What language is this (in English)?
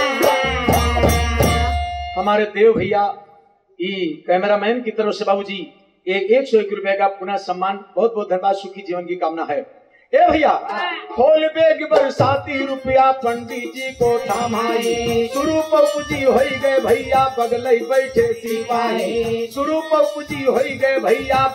Bhojpuri